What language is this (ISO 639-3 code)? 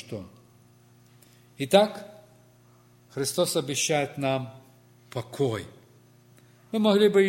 rus